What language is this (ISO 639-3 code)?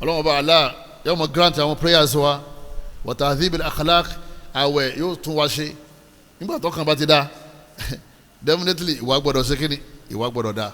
yor